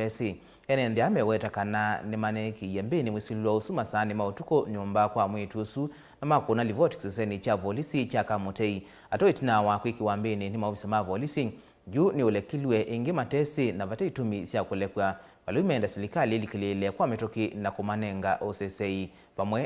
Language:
Kamba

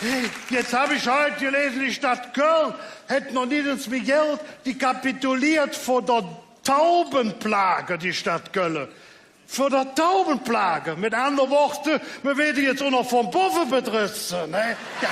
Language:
Colognian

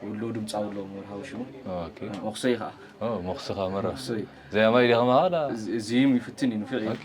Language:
Tigrinya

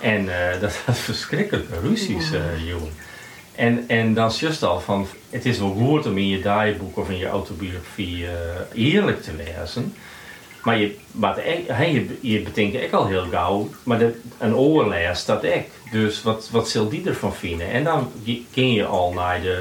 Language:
Western Frisian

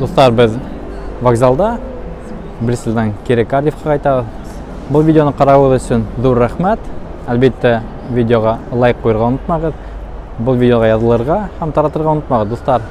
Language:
Bashkir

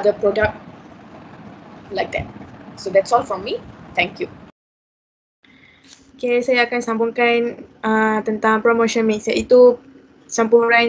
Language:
Malay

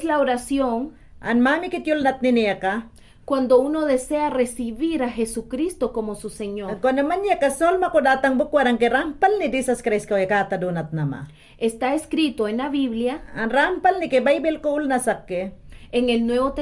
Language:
Mayangna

